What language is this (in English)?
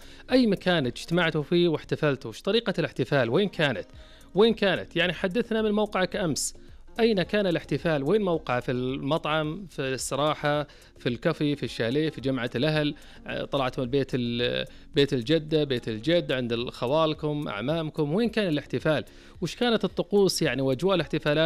Najdi Arabic